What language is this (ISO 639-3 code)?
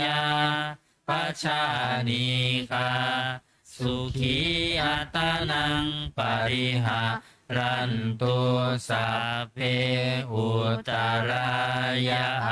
pli